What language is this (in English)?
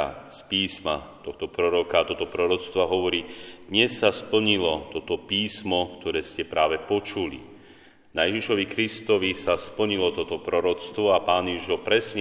Slovak